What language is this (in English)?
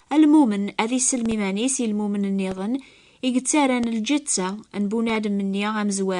Kabyle